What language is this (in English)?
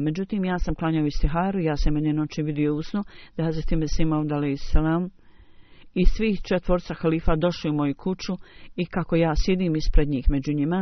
Bosnian